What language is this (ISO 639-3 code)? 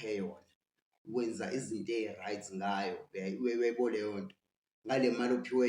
zul